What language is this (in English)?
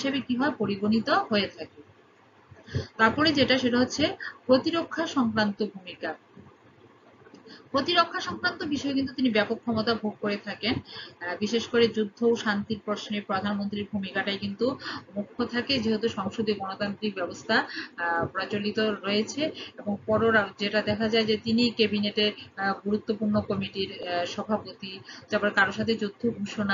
Bangla